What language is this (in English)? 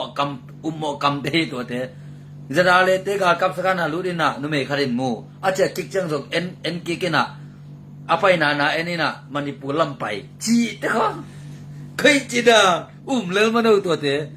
Tedim Chin